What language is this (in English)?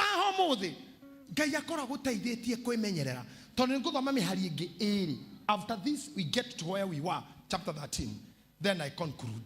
Kikuyu